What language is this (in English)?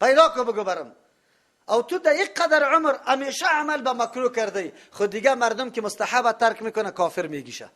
Persian